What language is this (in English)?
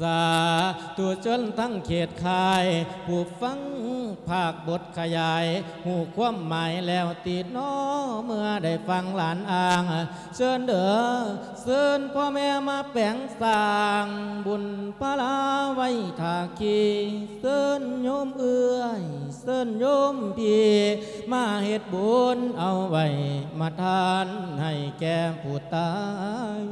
Lao